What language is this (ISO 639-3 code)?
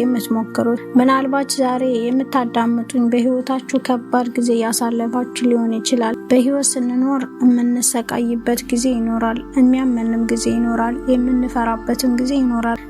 amh